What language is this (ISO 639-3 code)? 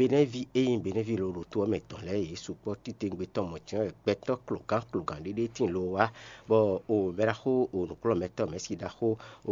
fon